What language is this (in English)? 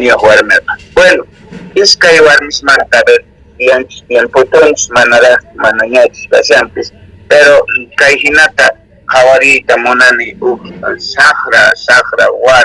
South Bolivian Quechua